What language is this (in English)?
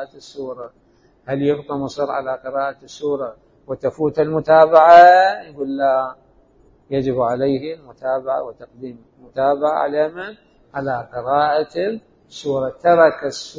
Mesopotamian Arabic